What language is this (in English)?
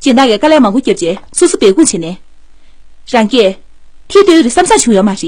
Tibetan